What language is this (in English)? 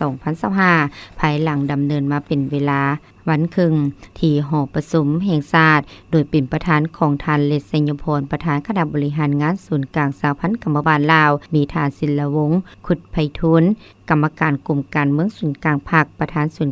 Lao